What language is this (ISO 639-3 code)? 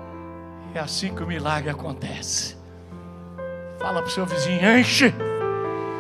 por